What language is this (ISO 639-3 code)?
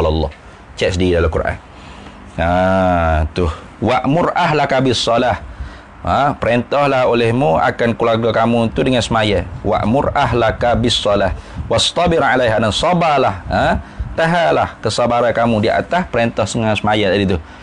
msa